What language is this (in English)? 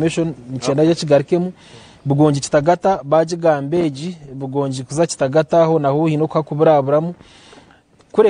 Nyankole